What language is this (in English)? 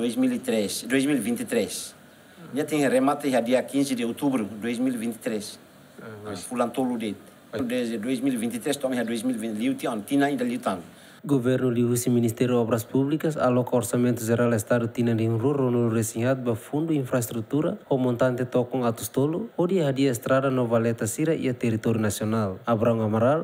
Tetum